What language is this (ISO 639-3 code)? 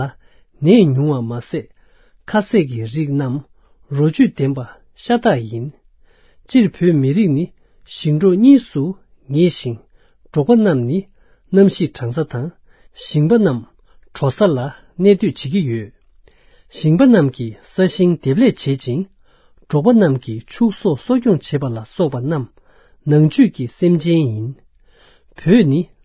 bod